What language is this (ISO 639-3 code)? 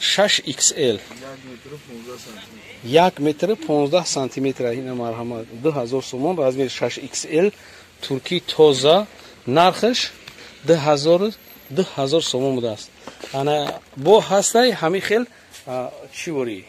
tgk